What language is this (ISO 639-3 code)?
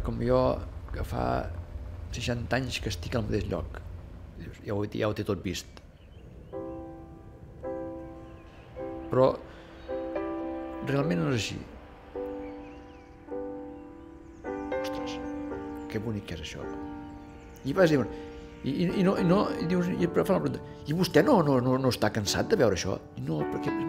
cat